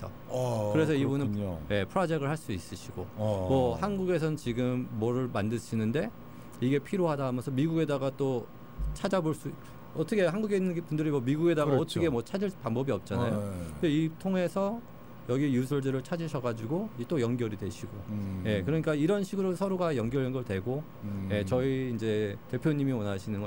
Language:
Korean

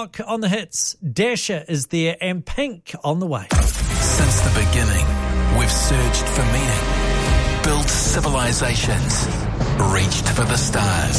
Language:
English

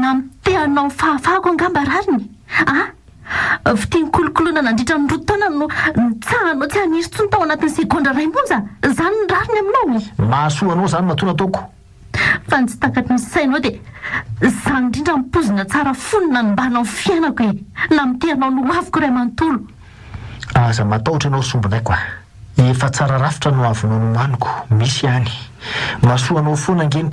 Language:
Malagasy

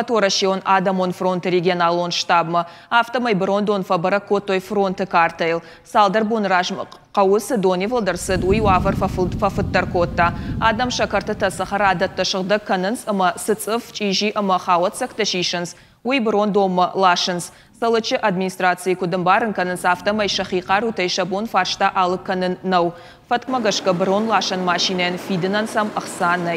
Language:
Ossetic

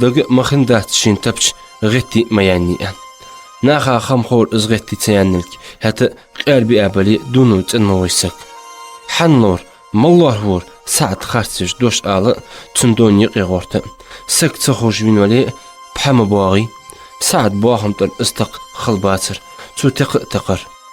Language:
Ingush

